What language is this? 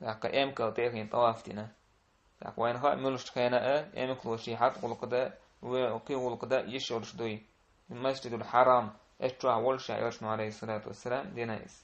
Chechen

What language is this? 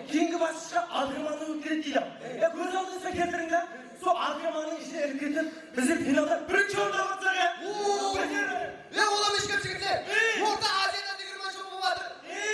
Kara-Kalpak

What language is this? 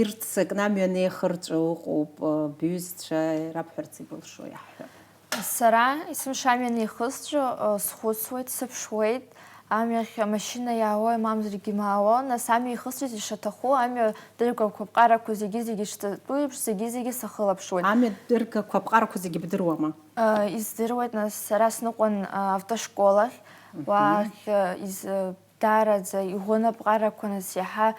Abkhazian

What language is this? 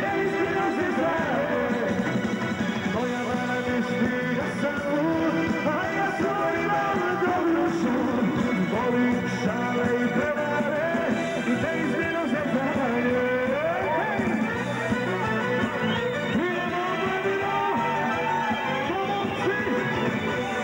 Croatian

